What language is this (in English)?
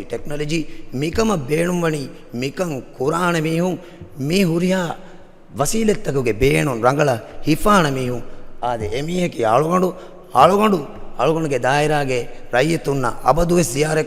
Divehi